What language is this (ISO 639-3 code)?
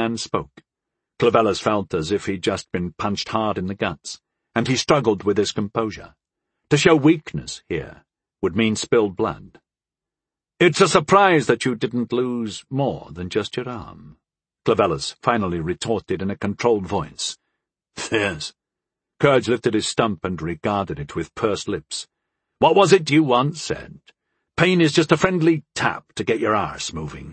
eng